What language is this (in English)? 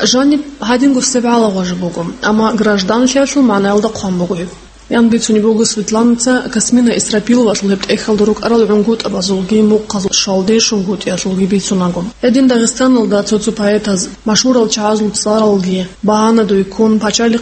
Avaric